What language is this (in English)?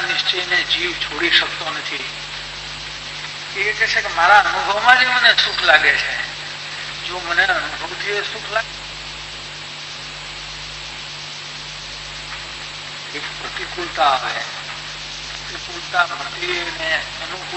Gujarati